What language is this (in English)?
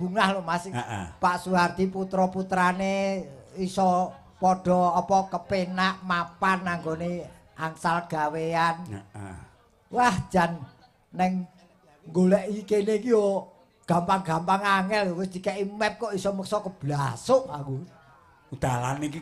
Javanese